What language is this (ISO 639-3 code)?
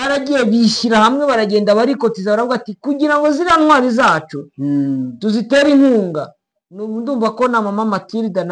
kin